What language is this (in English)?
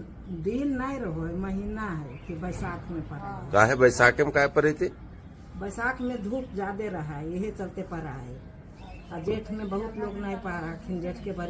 Magahi